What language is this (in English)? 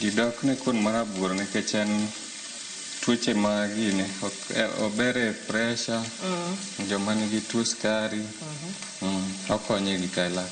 Luo (Kenya and Tanzania)